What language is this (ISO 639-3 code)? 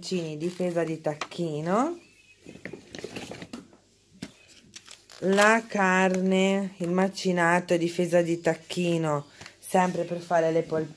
ita